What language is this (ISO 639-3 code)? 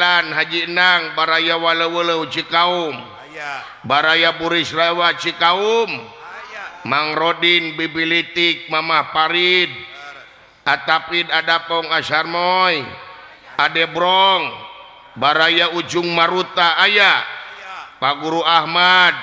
sun